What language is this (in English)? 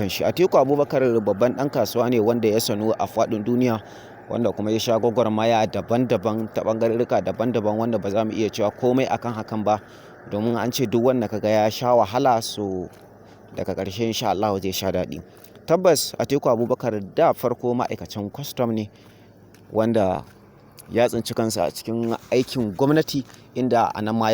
Hausa